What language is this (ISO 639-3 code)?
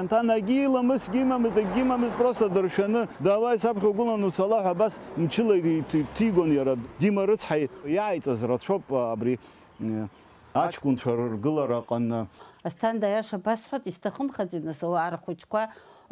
abk